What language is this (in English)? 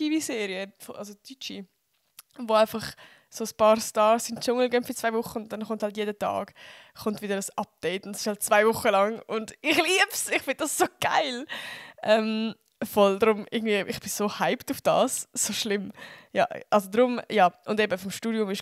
Swiss German